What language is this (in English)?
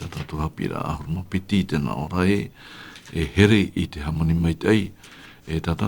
Tahitian